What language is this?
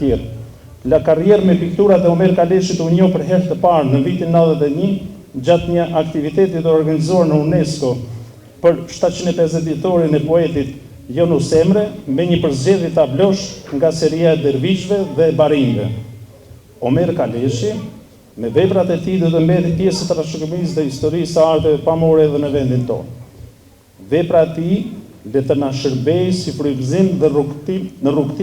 Albanian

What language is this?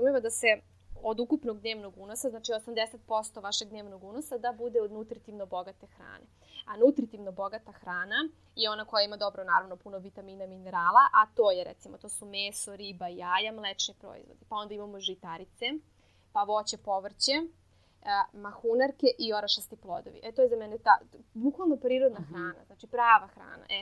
Serbian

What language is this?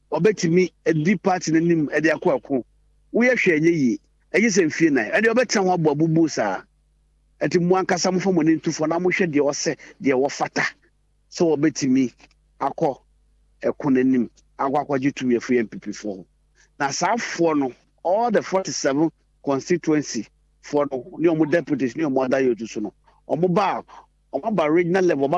Akan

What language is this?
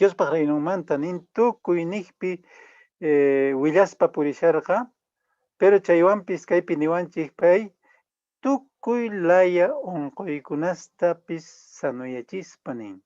Quechua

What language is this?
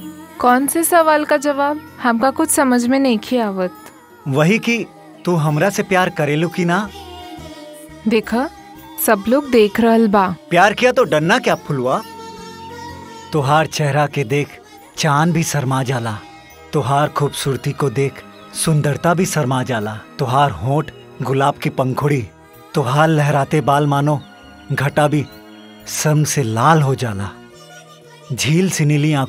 Bhojpuri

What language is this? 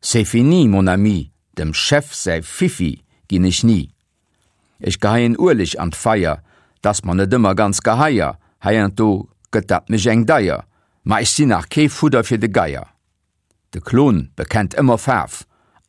Luxembourgish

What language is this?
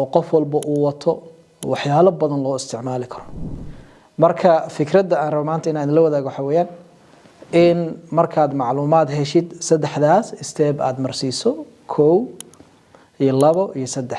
Somali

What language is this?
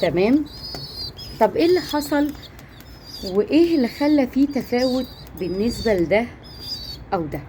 Egyptian Arabic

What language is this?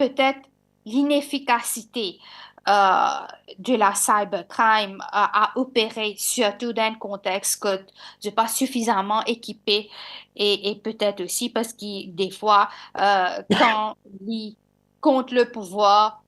Morisyen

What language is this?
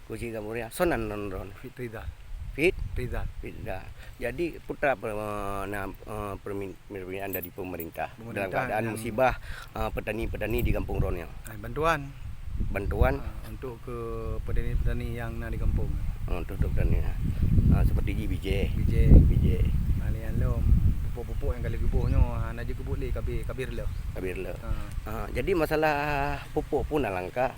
Achinese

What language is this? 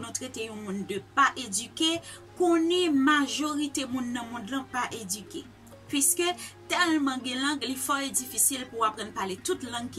Haitian Creole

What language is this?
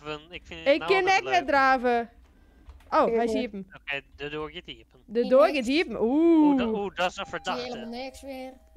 Western Frisian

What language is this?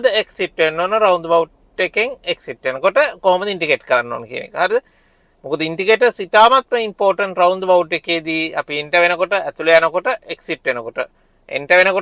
Sinhala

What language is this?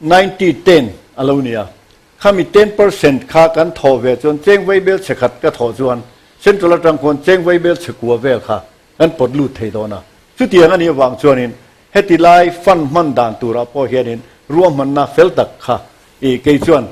Mizo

